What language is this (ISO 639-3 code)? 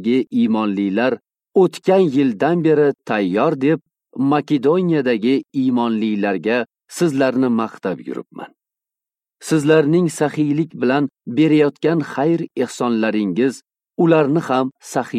uzb